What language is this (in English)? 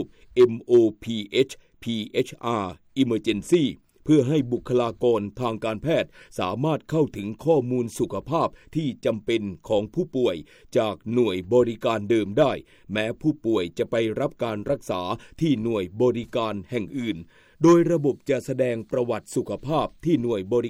Thai